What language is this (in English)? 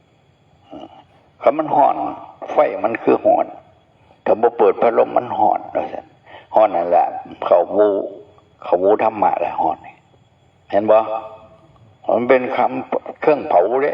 Northeastern Thai